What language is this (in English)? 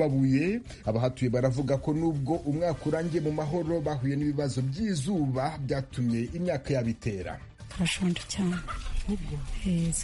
Kinyarwanda